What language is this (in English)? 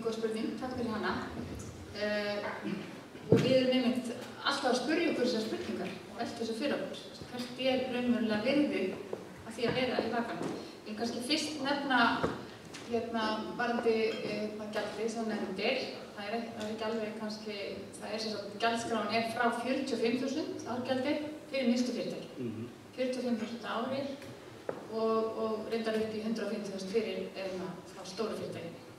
Icelandic